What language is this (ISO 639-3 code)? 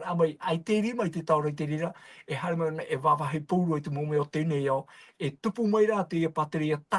tah